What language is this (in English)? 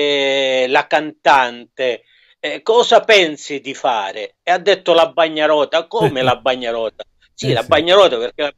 Italian